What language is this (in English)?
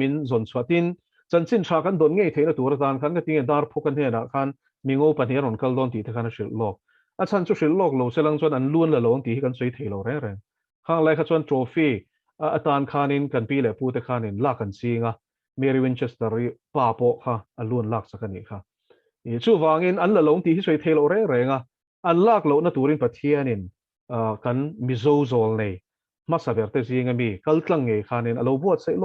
Mizo